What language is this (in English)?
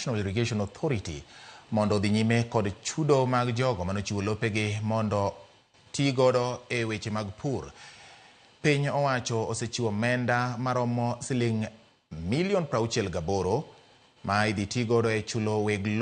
Luo (Kenya and Tanzania)